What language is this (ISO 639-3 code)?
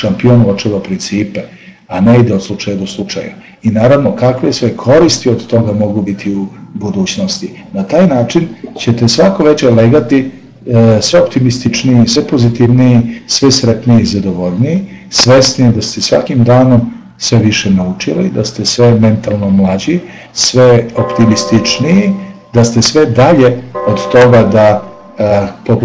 srp